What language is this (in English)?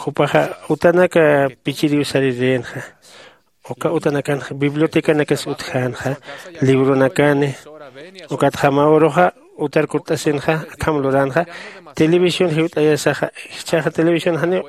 Aymara